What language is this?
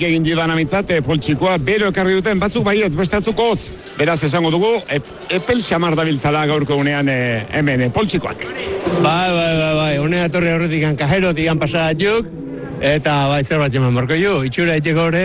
Basque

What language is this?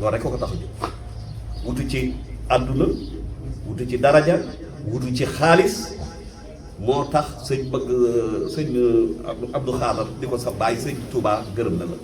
Wolof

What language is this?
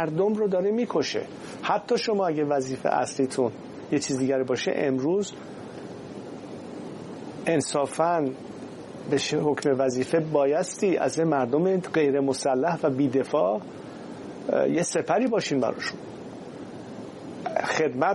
Persian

